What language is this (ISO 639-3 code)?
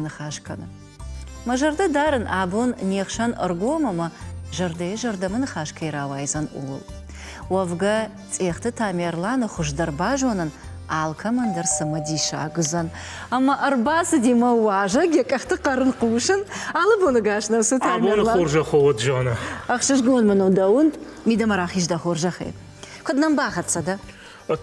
oss